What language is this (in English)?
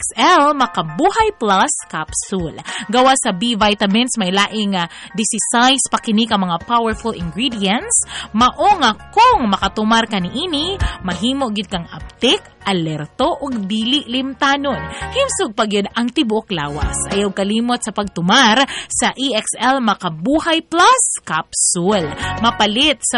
Cebuano